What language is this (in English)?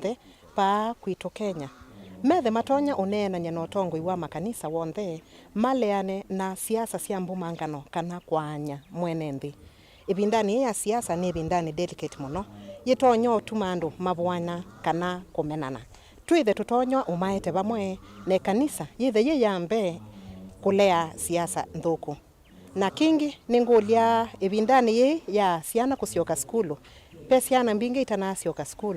Kamba